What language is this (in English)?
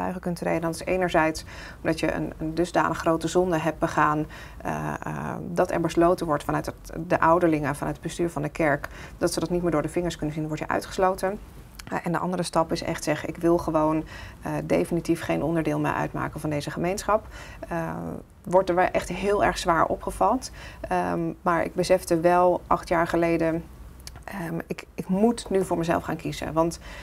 Dutch